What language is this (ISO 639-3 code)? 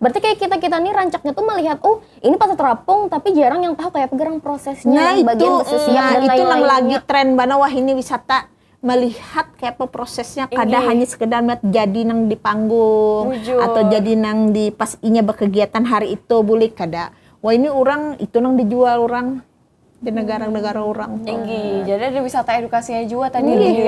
bjn